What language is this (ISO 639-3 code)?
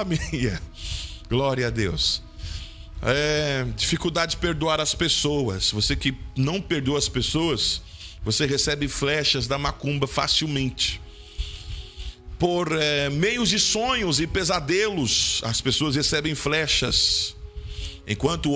por